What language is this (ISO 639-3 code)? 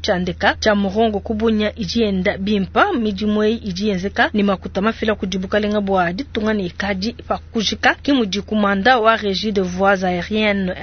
lua